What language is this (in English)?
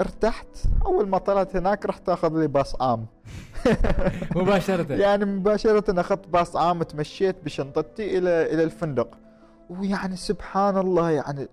Gulf Arabic